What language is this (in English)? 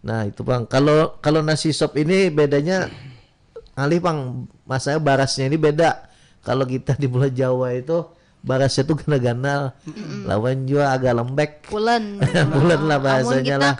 Banjar